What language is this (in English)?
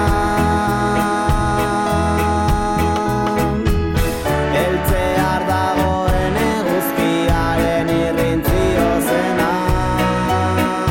Basque